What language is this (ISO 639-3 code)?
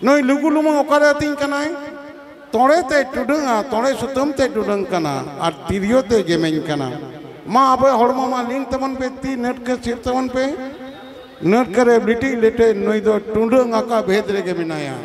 sat